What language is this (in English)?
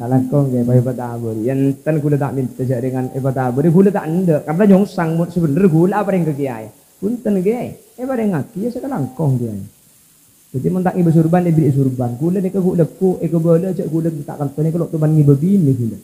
Madurese